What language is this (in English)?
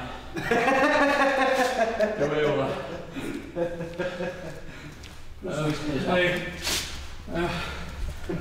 Norwegian